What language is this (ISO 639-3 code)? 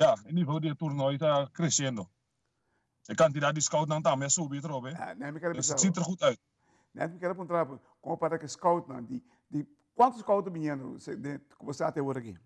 pap